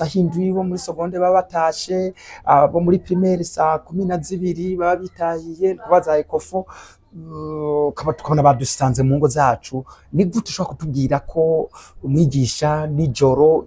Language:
Rundi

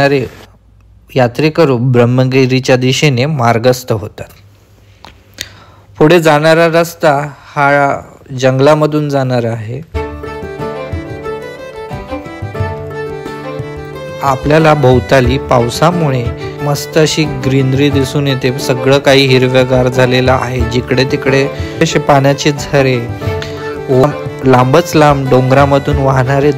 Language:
Marathi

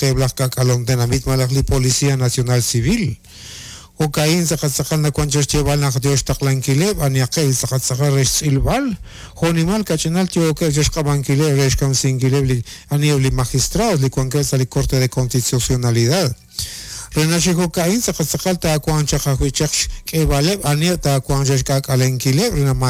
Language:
Kekchí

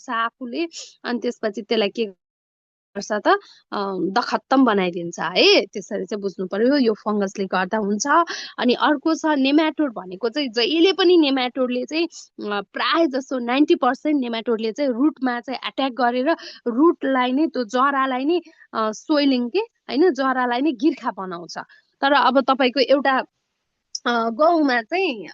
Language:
Nepali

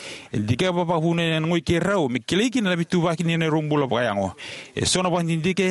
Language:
Fijian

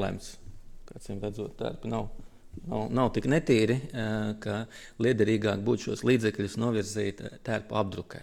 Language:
Latvian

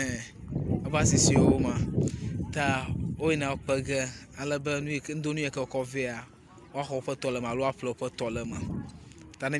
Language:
Ewe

